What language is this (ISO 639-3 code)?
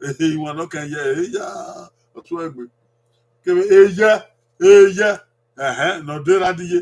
bin